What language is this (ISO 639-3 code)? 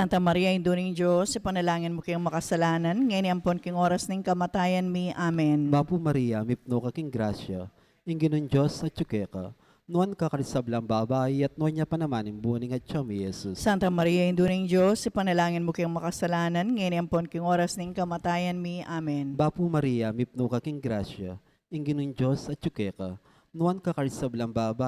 pam